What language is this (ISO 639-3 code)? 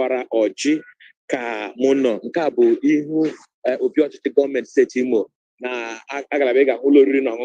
ibo